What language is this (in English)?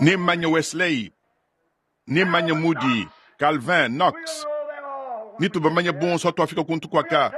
Luba-Lulua